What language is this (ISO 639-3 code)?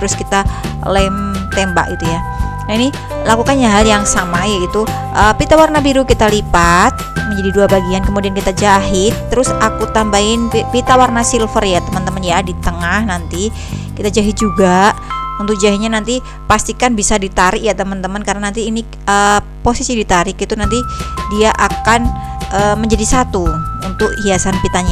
ind